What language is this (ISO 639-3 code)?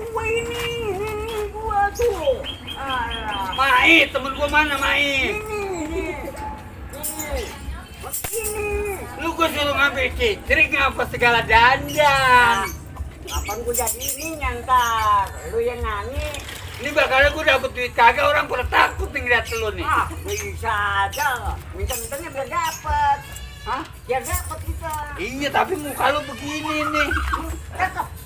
bew